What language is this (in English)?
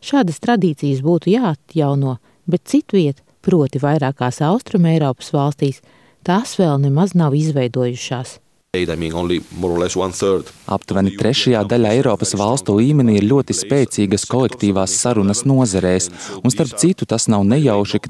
Latvian